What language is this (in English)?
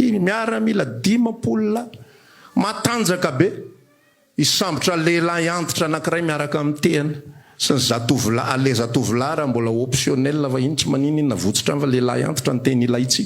Malagasy